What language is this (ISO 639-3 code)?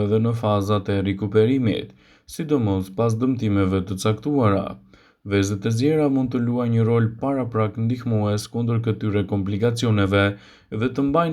sqi